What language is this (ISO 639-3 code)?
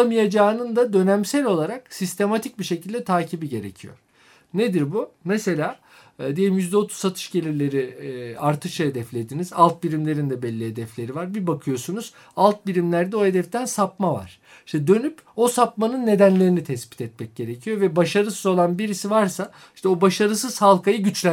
tur